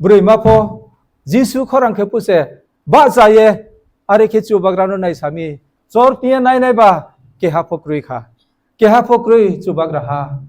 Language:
Riang (India)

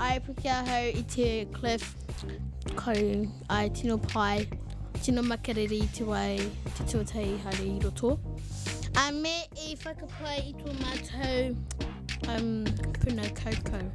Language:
Māori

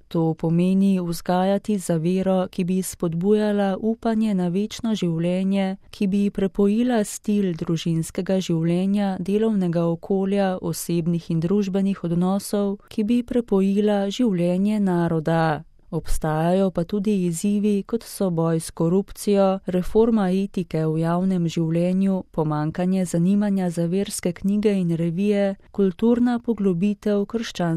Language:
Slovenian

